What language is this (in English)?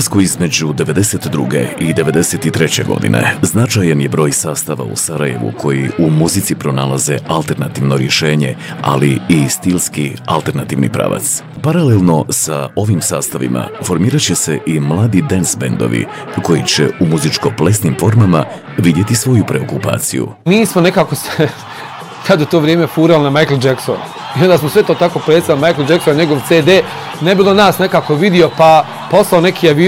Bosnian